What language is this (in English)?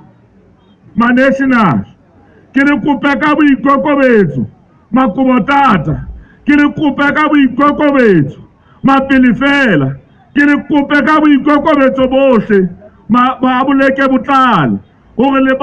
Southern Sotho